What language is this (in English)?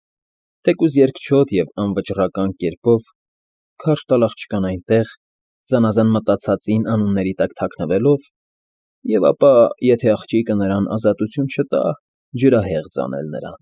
Armenian